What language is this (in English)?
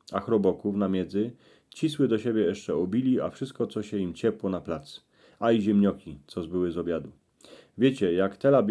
Silesian